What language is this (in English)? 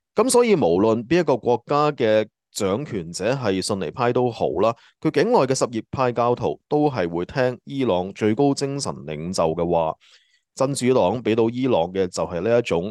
Cantonese